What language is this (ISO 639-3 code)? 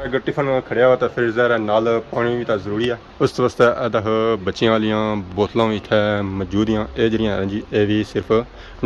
phr